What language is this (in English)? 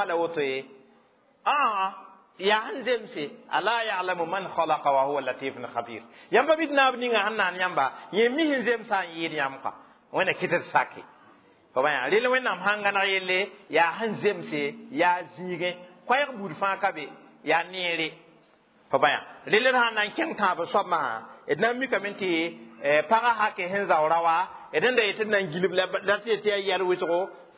Mossi